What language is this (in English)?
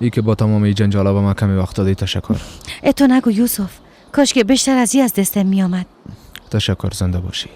Persian